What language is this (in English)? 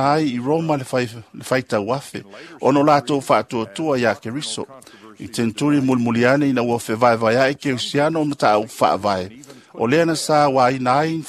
Samoan